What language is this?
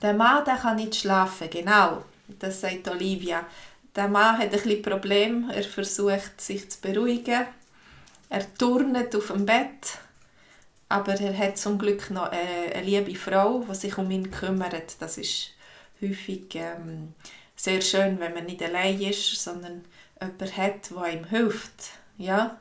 Swiss German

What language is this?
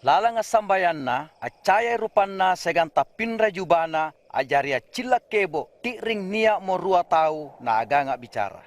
Makasar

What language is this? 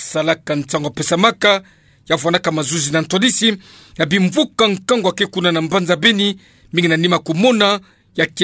Kituba (Democratic Republic of Congo)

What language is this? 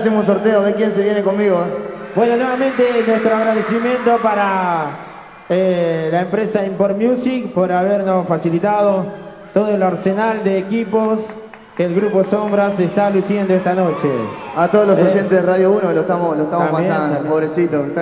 Spanish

